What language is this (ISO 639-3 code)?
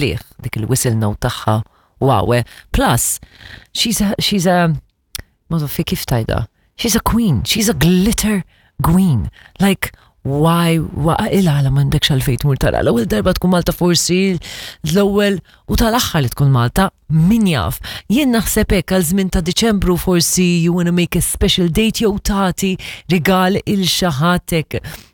mlt